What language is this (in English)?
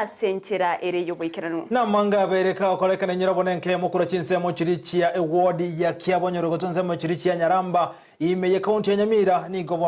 Gusii